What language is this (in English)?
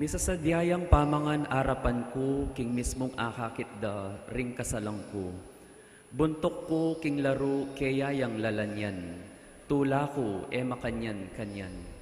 Pampanga